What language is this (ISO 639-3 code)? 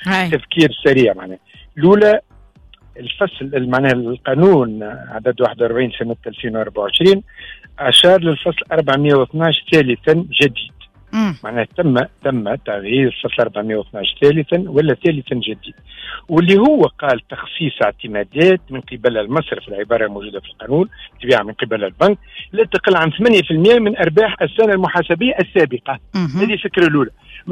aeb